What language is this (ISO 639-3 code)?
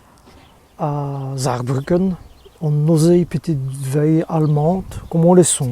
wln